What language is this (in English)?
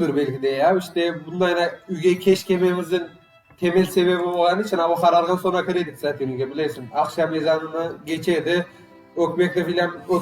Crimean Tatar